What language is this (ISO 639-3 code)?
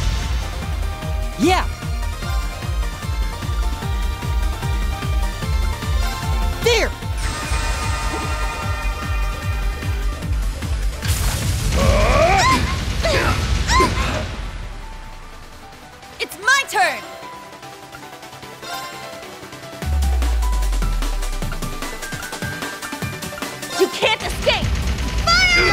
eng